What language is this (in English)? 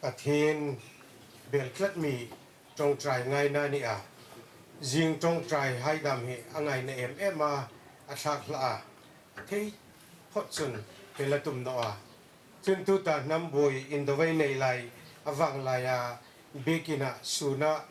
Hmar